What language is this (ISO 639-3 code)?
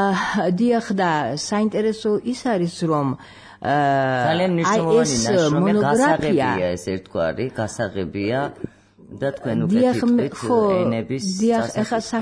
kat